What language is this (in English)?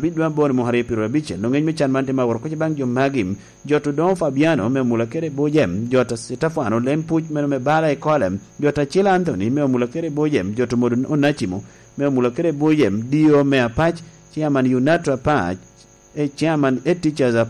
Lango (Uganda)